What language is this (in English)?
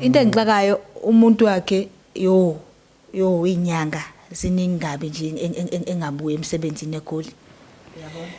Zulu